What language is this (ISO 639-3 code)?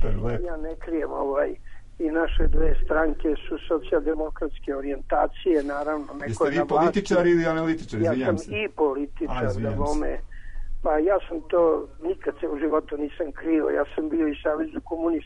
srp